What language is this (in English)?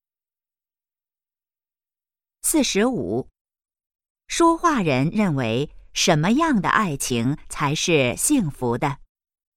Chinese